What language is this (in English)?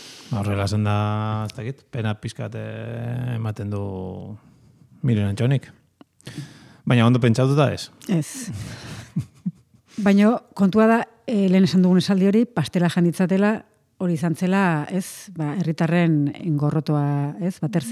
Basque